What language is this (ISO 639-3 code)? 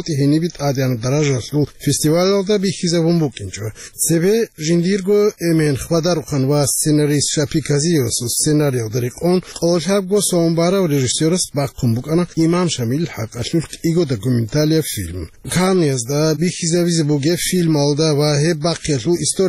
ava